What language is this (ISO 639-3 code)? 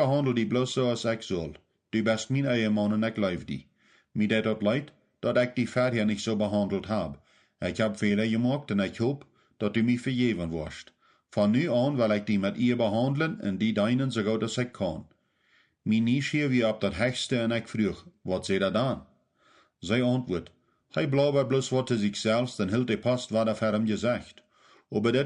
pdt